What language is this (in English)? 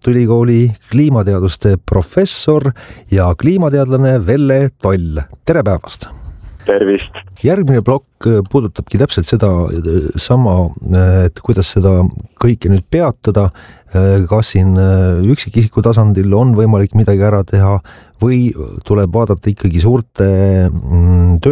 Estonian